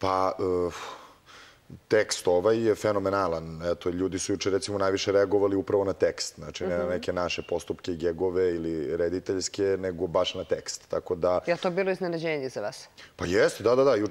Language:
Serbian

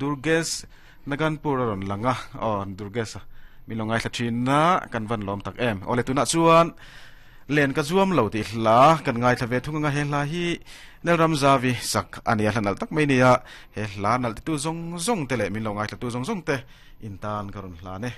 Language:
Mizo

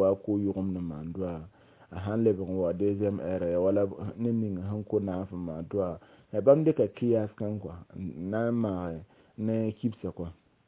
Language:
Mossi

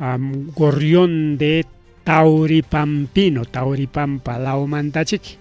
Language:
Ayacucho Quechua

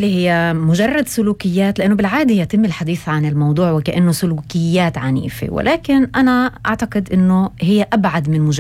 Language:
North Levantine Arabic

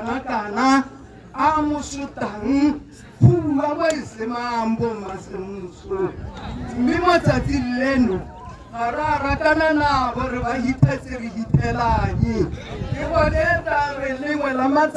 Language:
Tswana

